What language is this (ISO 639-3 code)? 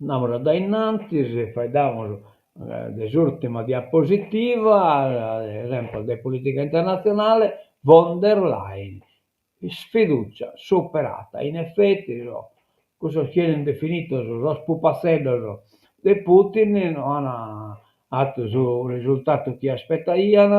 srd